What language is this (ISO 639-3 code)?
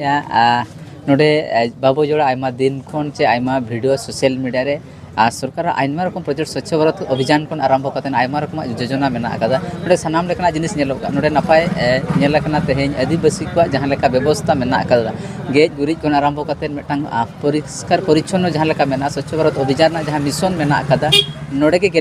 sat